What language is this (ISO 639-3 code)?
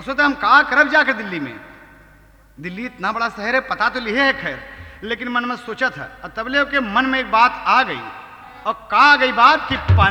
bho